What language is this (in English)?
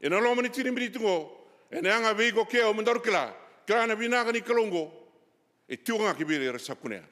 Fijian